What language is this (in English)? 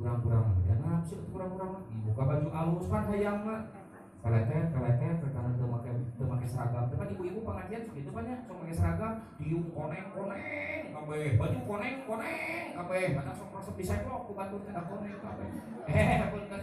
Sundanese